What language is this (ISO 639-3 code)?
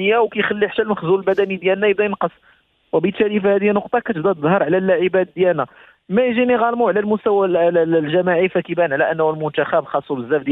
ary